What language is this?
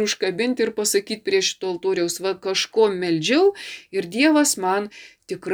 Lithuanian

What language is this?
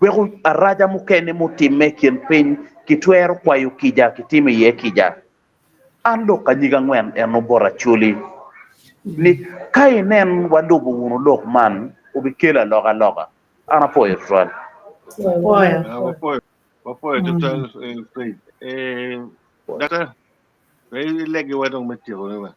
Acoli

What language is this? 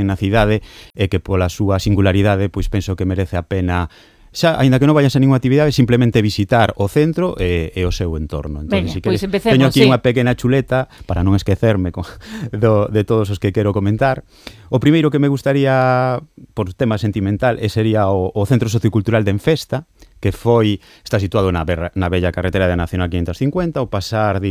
Galician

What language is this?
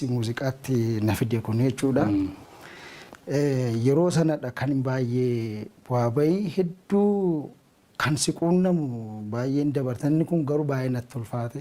Oromo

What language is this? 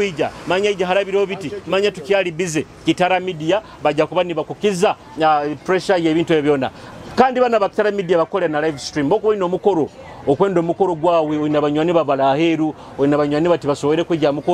Nyoro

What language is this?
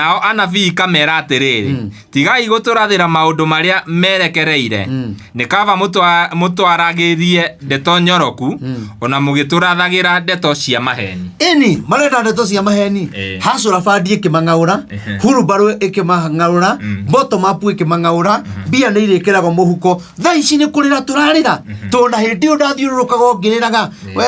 Kikuyu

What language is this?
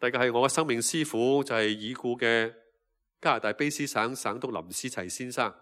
Cantonese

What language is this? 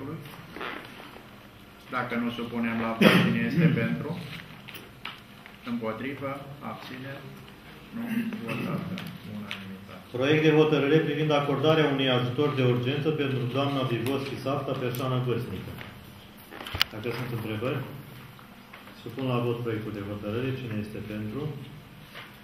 Romanian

